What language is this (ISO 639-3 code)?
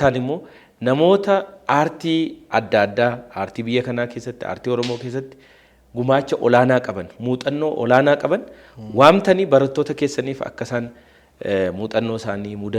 orm